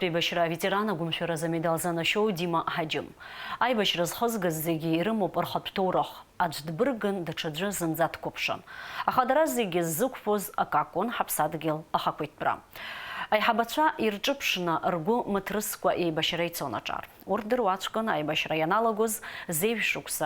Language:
Abkhazian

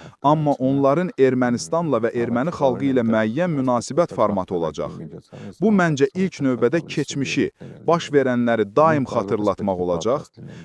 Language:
Azerbaijani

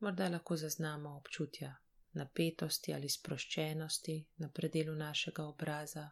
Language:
Slovenian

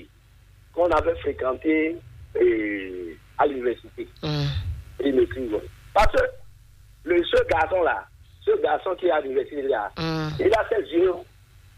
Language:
French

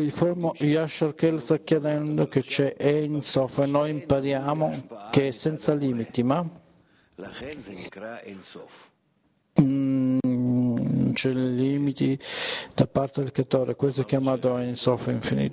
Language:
Italian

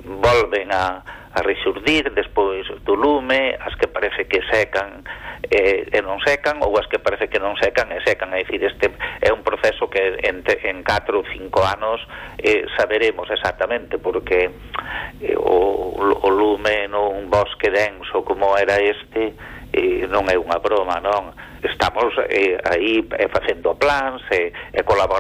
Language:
Galician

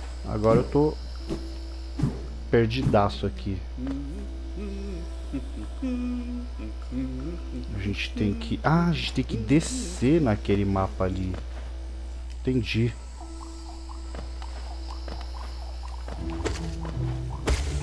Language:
Portuguese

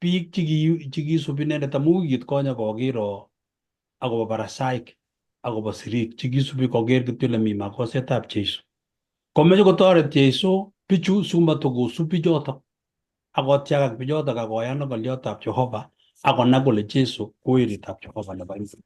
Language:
Kalenjin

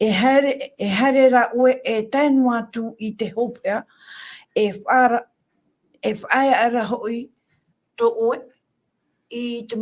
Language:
Tahitian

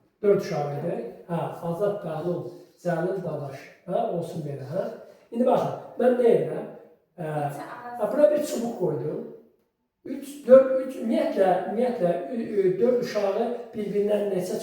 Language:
Azerbaijani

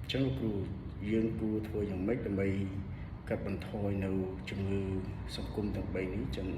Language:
Khmer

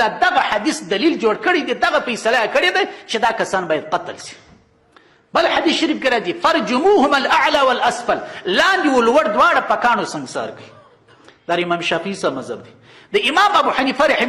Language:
Pashto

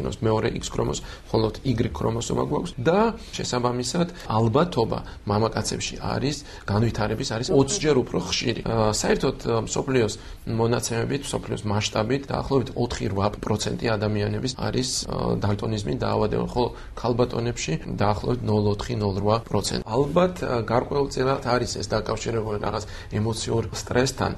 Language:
Georgian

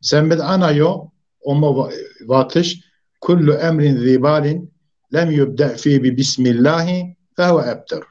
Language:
Zaza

